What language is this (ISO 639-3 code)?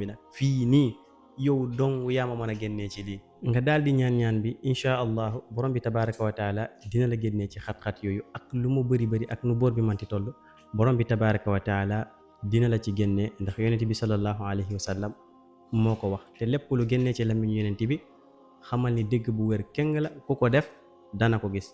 wol